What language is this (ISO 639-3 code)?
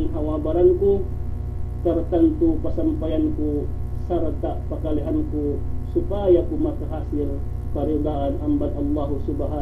yka